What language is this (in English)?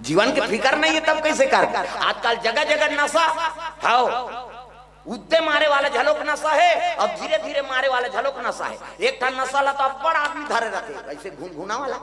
Chhattisgarhi